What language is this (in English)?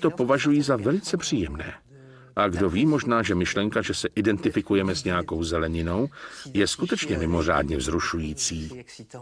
Czech